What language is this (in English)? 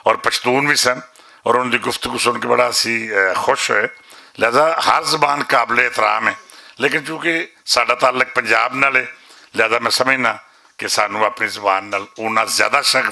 Western Panjabi